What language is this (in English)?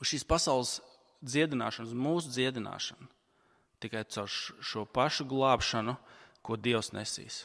Latvian